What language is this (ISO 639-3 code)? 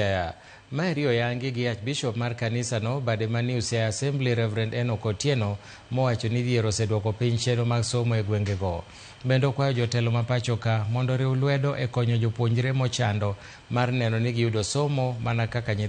luo